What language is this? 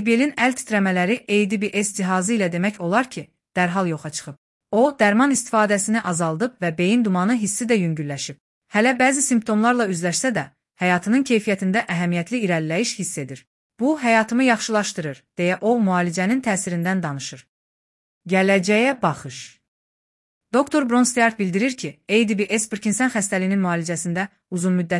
Azerbaijani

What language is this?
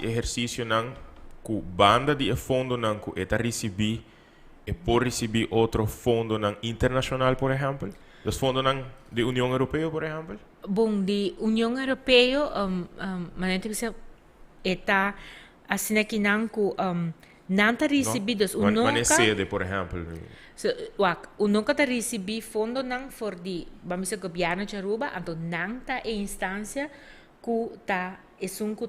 Papiamento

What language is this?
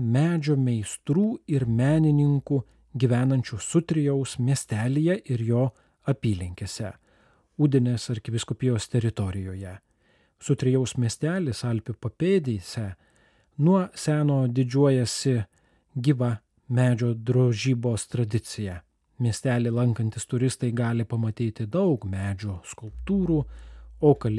Lithuanian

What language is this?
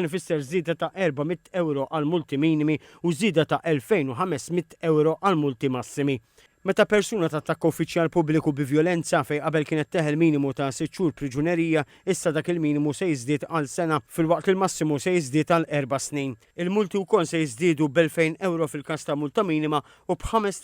Maltese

